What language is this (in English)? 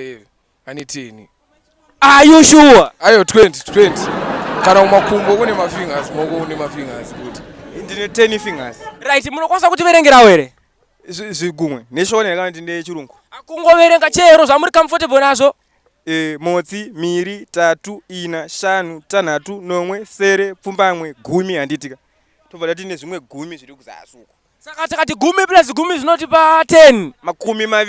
Shona